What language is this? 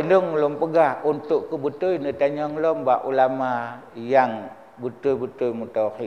Achinese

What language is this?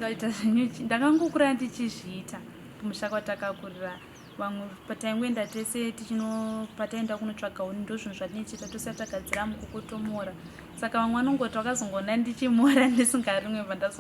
Shona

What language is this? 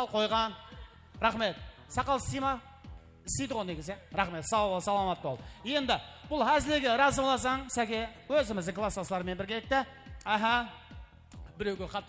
Kara-Kalpak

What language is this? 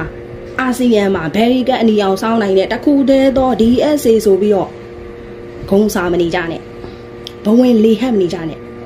Burmese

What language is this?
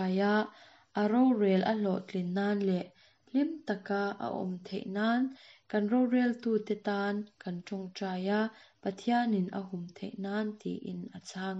Mizo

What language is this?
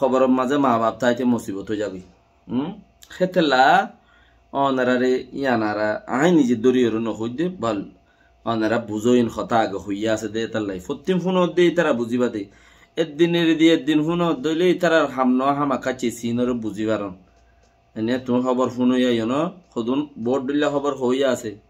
Rohingya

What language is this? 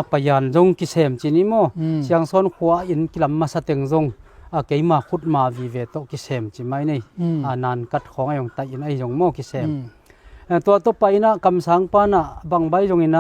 Tedim Chin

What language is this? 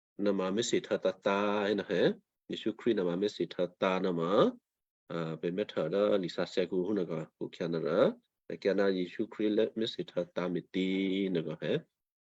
Western Kayah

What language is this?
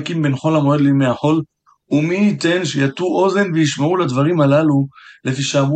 Hebrew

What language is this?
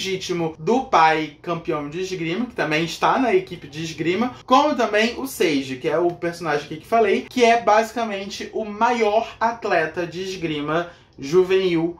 Portuguese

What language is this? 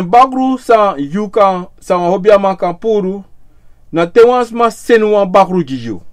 Sranan Tongo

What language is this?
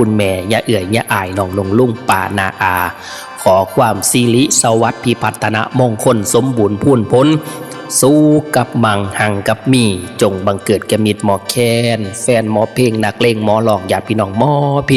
Northeastern Thai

